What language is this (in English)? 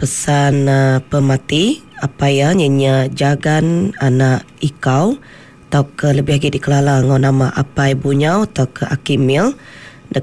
Iban